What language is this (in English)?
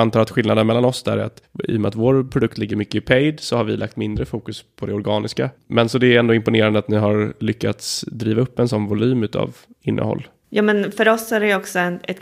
Swedish